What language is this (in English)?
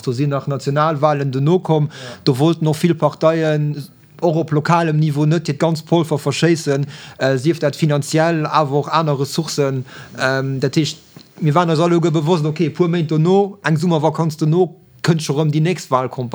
Luxembourgish